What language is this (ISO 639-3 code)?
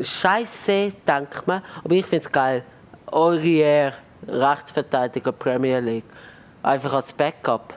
gsw